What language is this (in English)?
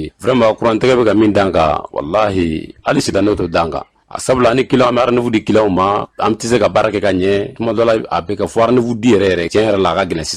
Bambara